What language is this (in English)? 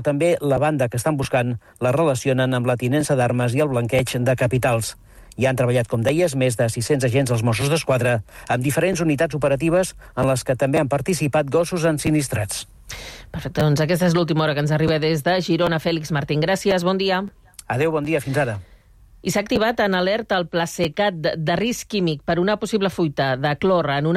Catalan